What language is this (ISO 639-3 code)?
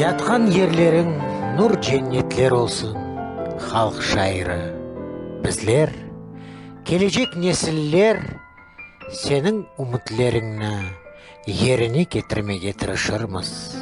crh